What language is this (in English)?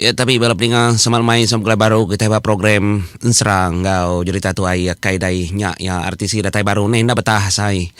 Iban